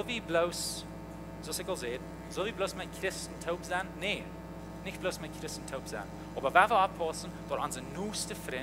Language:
Plautdietsch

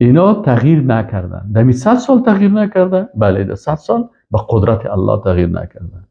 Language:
Persian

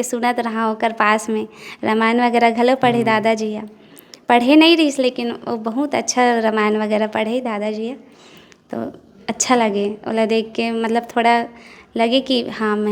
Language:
Chhattisgarhi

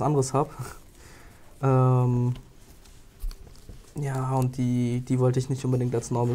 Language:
German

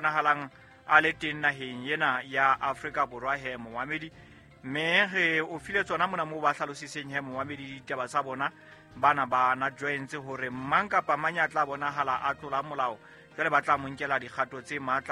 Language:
Southern Sotho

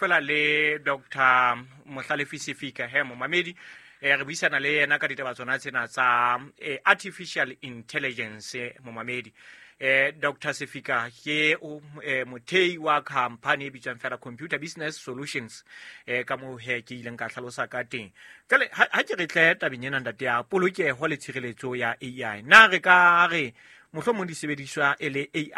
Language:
Southern Sotho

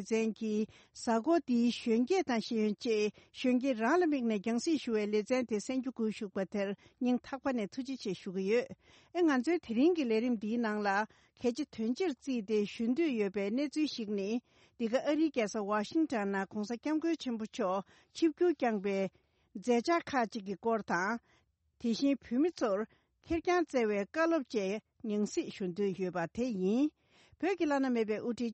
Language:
Tibetan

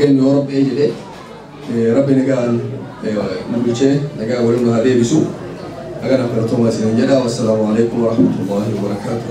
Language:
Oromo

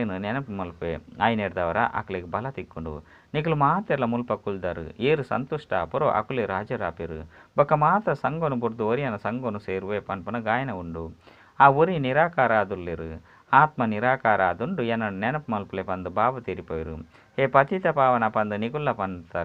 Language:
Tulu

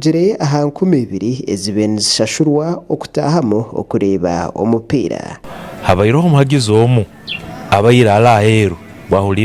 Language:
Nyankole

